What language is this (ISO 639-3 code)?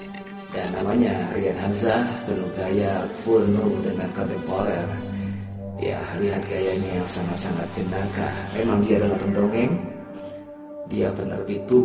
ind